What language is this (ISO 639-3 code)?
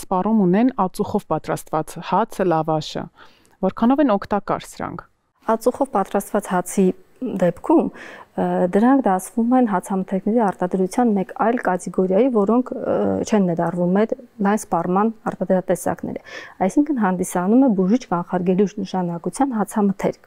hye